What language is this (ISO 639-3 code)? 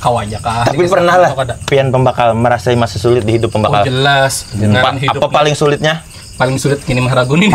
bjn